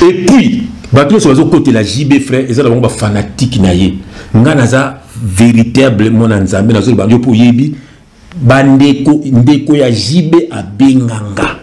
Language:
Lingala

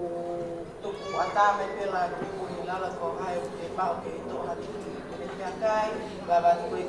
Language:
Tongan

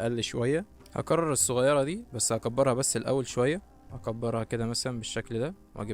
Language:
Egyptian Arabic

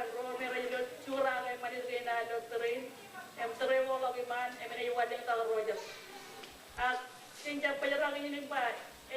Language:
Marshallese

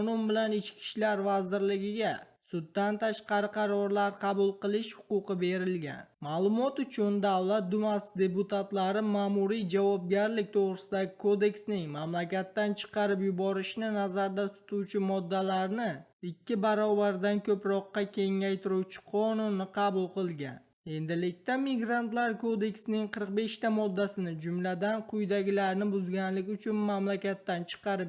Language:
Uzbek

